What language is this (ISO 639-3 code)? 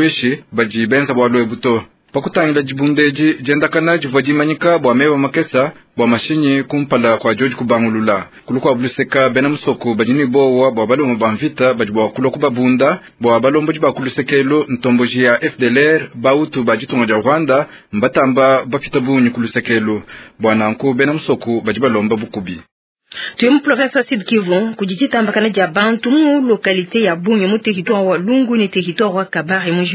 lua